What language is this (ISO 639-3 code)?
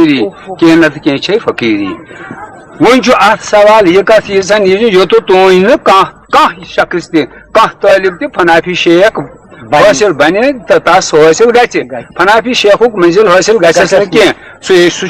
kas